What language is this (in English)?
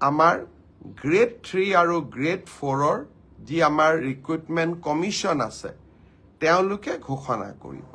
Assamese